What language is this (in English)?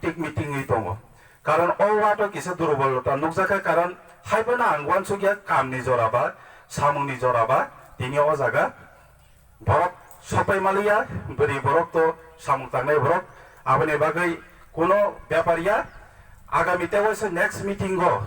Kok Borok